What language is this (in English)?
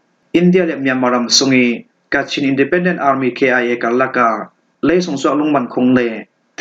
Falam Chin